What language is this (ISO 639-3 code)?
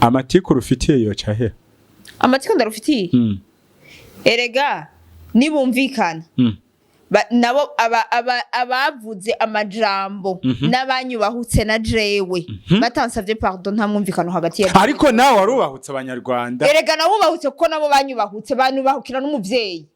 run